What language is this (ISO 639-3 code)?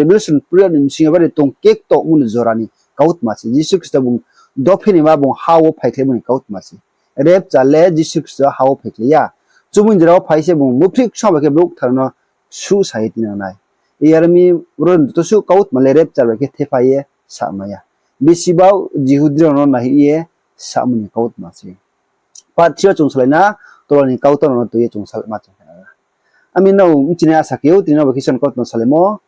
ria